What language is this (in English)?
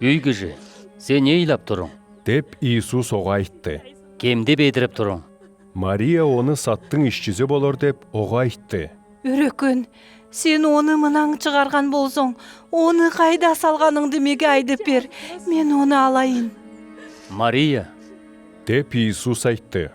Southern Altai